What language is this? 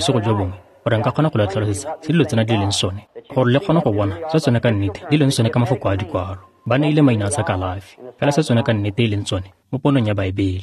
Tswana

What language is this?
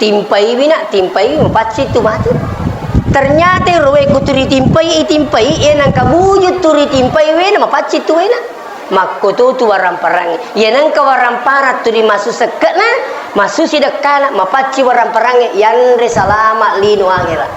Buginese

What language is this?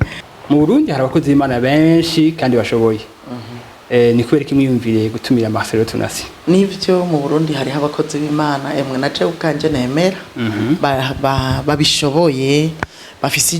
Rundi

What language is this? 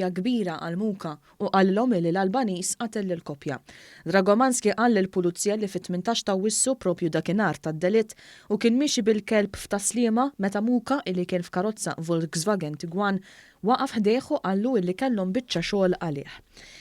Maltese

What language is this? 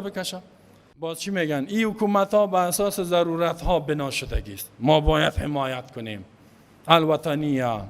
Persian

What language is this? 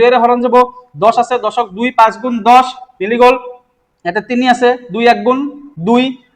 Assamese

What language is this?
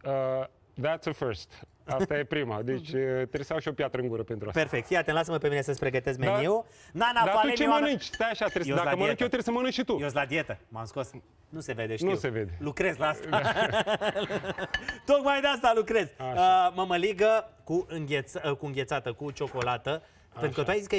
Romanian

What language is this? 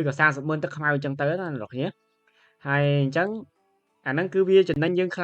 Khmer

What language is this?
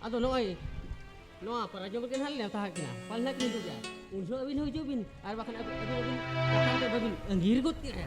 Santali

